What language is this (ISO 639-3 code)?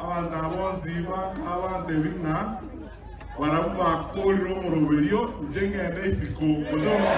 guz